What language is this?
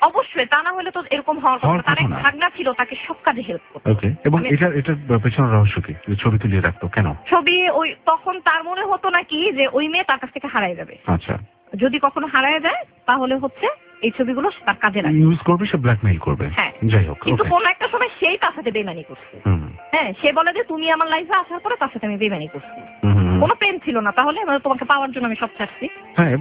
Bangla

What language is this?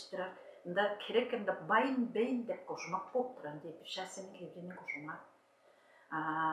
Tuvinian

